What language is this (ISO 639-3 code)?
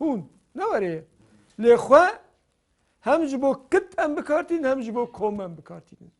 kur